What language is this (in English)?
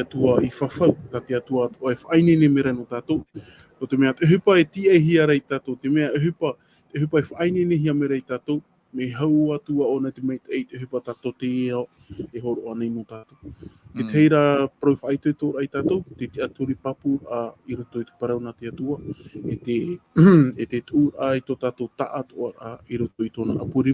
Tahitian